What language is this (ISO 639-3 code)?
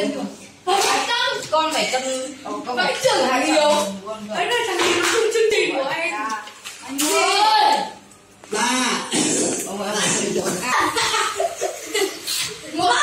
vie